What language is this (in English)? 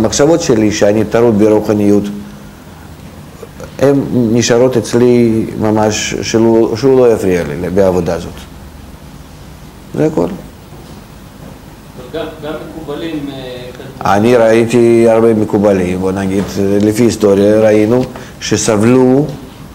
Hebrew